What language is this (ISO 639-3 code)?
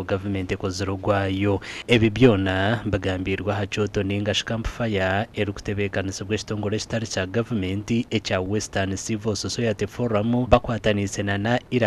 nyn